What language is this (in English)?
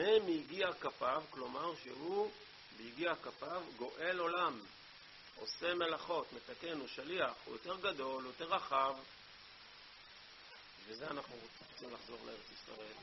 Hebrew